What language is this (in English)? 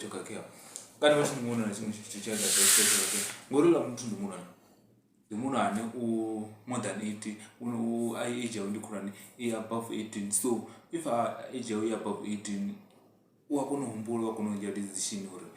Venda